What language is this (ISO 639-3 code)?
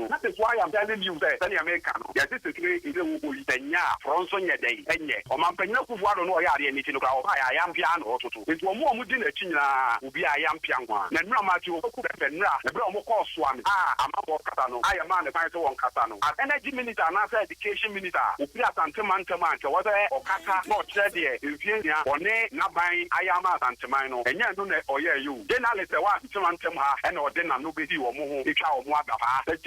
aka